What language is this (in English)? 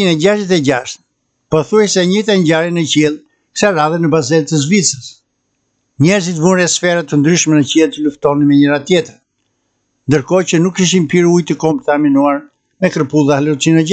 Albanian